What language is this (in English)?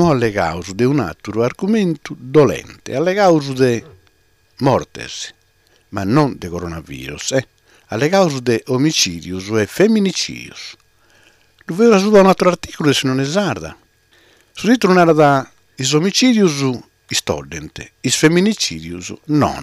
Sardinian